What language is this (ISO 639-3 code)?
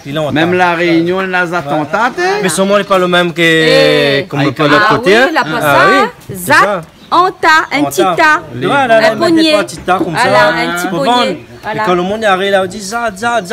rcf